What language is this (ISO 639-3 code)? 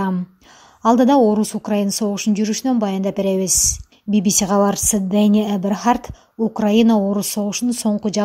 kir